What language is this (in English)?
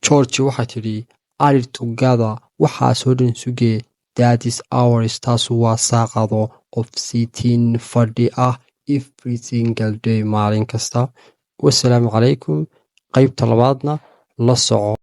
Somali